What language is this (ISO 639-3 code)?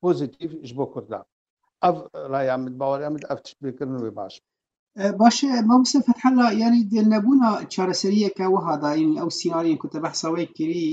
kur